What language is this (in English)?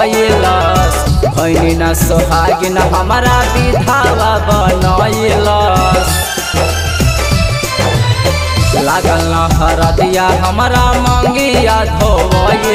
Bhojpuri